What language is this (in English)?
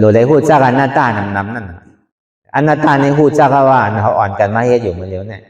Shan